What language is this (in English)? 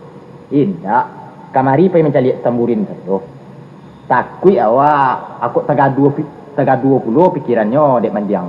Minangkabau